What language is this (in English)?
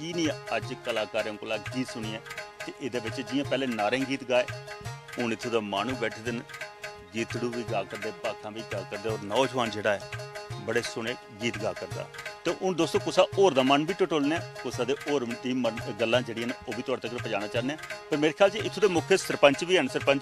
Dogri